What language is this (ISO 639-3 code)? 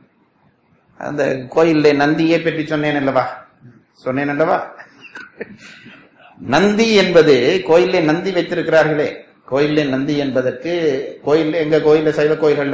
tam